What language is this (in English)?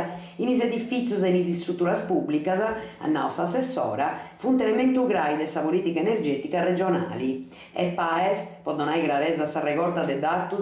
Sardinian